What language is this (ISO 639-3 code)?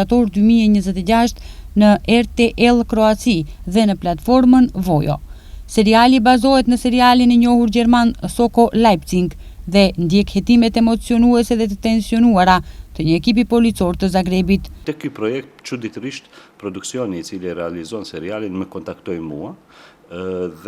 sqi